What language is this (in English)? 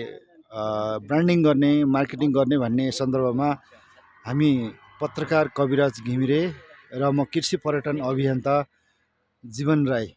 Nepali